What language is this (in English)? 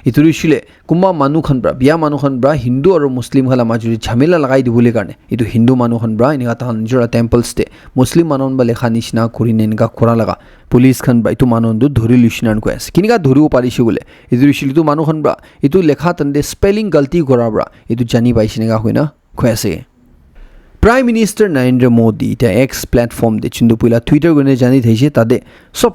Naga Pidgin